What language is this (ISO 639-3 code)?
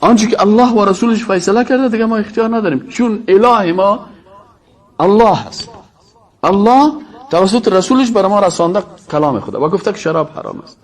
fas